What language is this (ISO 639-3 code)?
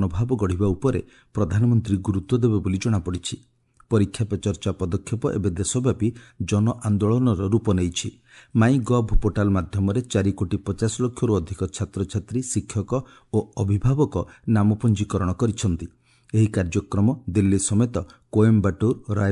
ori